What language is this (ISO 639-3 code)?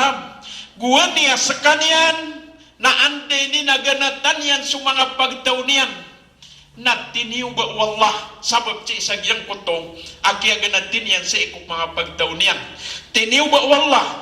mrw